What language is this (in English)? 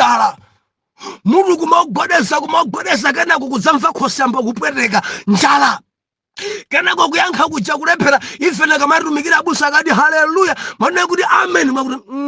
Nyanja